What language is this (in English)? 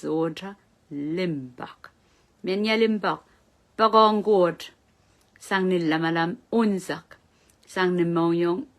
Pohnpeian